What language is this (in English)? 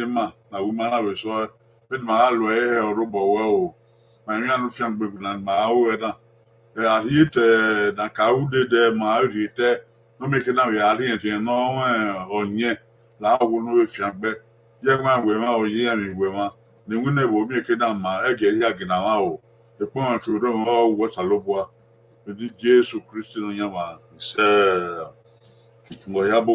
Bini